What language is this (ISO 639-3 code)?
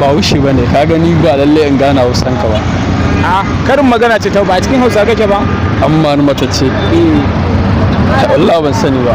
hau